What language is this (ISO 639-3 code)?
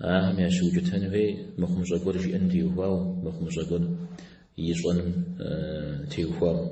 kbd